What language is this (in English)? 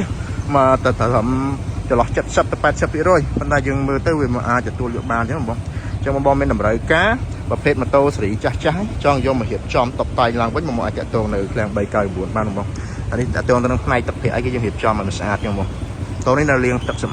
Khmer